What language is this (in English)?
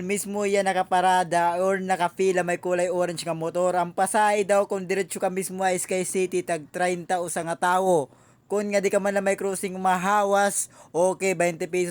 Waray